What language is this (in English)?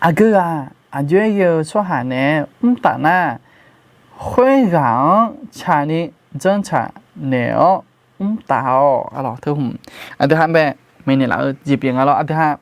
Akha